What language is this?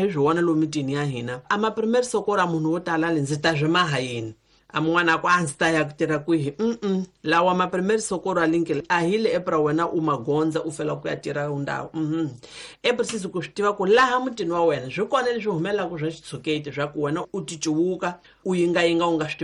Tsonga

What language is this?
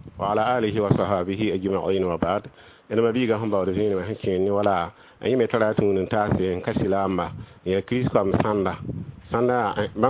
Mossi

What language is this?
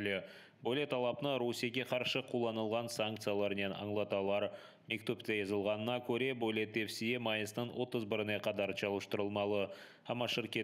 Crimean Tatar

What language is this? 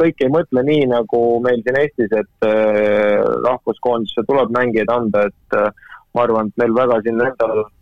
Estonian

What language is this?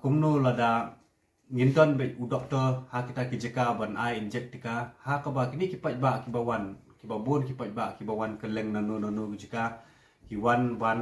Khasi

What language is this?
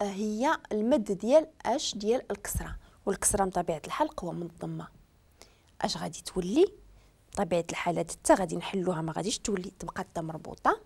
Moroccan Arabic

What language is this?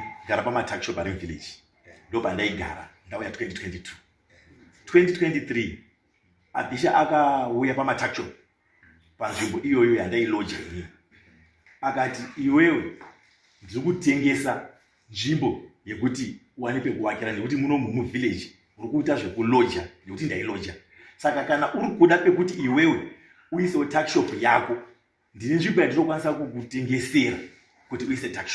Shona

